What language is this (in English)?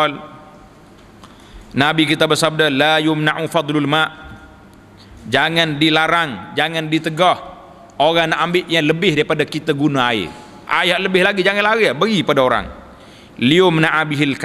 Malay